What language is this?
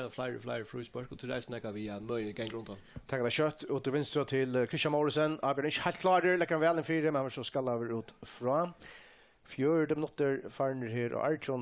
Faroese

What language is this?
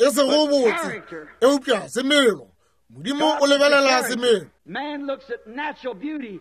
Northern Sotho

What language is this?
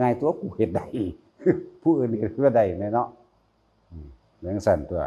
Northeastern Thai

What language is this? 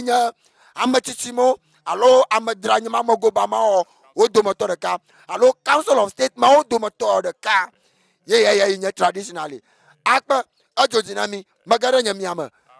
Ewe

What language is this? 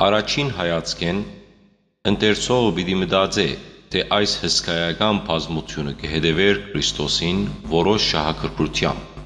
Western Armenian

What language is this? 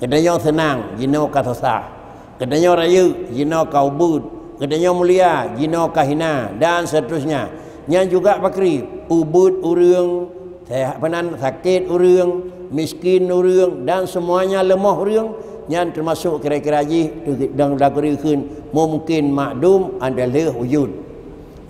Achinese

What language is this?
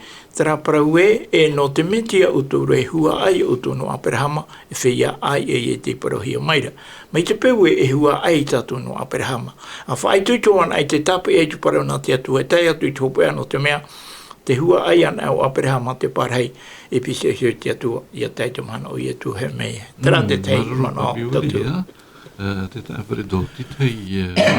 Tahitian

